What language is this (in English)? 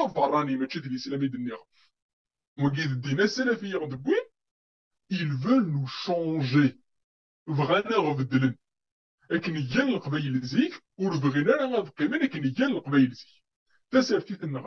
Kabyle